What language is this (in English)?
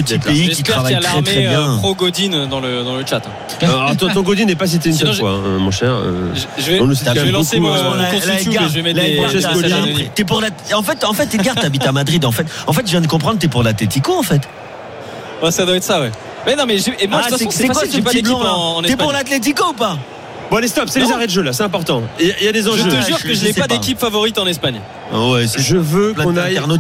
French